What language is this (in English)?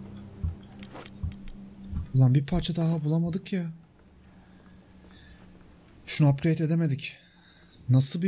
Turkish